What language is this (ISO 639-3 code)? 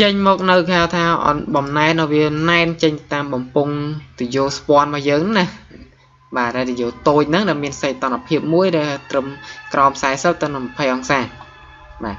khm